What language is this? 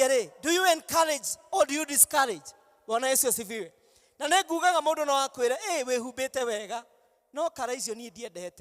Kikuyu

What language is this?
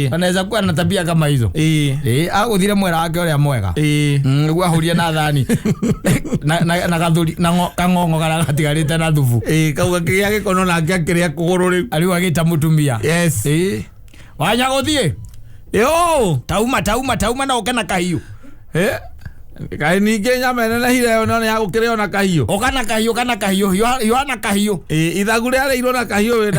Kikuyu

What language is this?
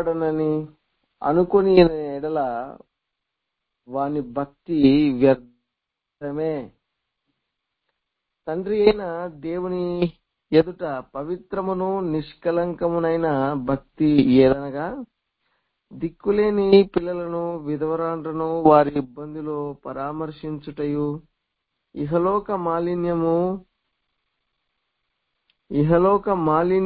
Telugu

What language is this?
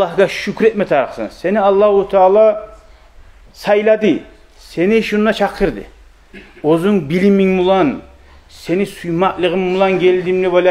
Kumyk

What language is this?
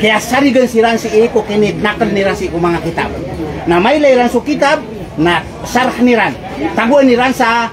Maranao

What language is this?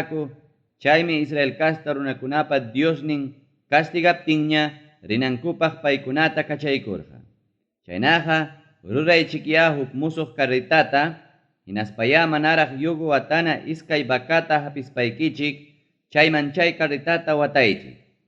Ayacucho Quechua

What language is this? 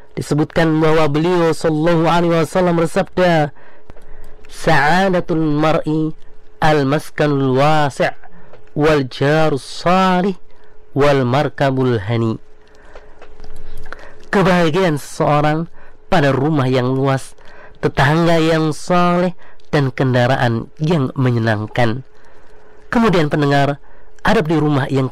Indonesian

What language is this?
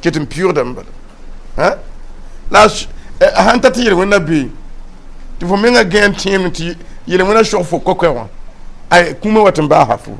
Mossi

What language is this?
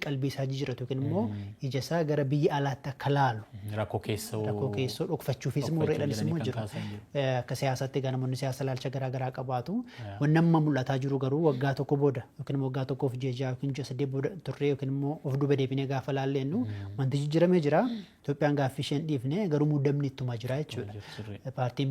Oromo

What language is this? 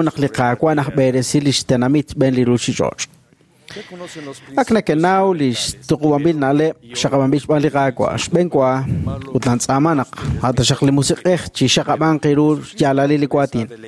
Kekchí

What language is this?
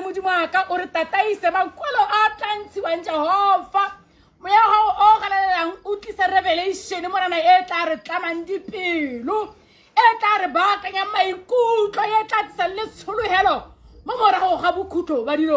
Tswana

